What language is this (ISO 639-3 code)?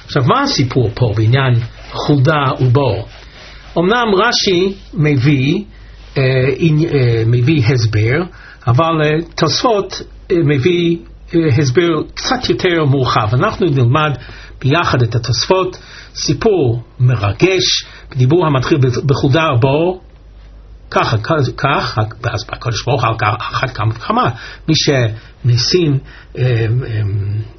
heb